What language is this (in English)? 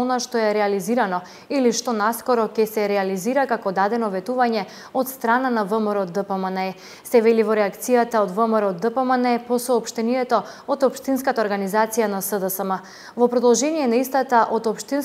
Macedonian